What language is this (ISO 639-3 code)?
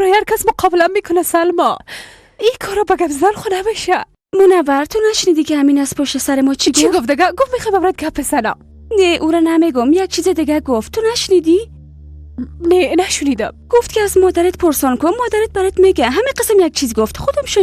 fas